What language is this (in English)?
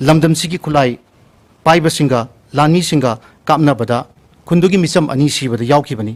Manipuri